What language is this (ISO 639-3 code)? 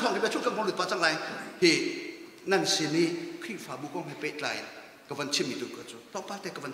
cnh